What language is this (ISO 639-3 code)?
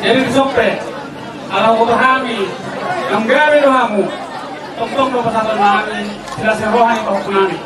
bbc